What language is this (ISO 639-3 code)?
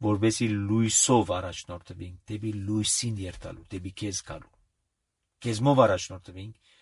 hye